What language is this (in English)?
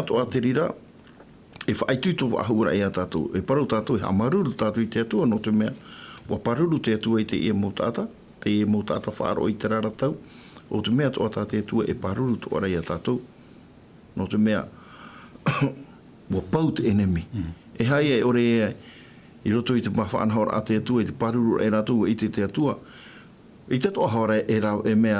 Tahitian